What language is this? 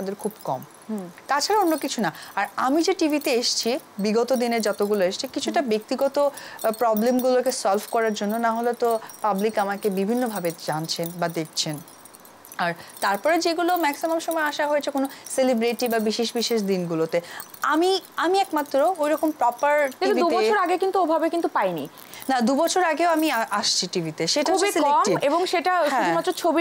Bangla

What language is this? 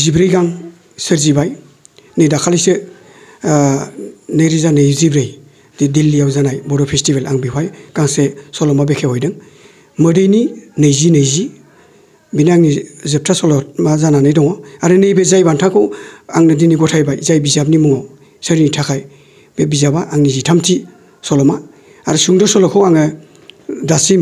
Bodo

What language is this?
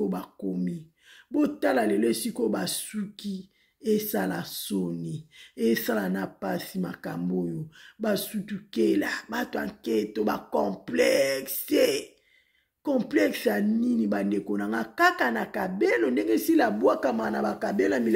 Lingala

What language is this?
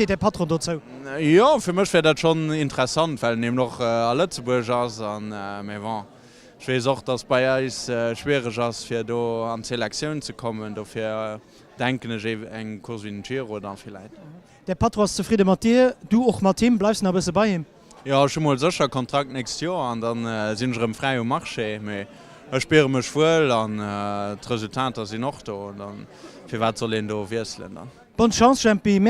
Luxembourgish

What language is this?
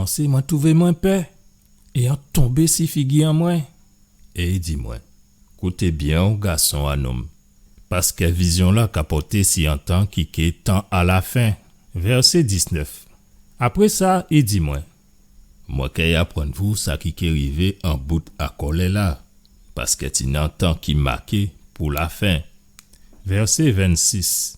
Guadeloupean Creole French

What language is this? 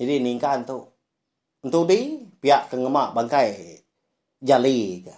Iban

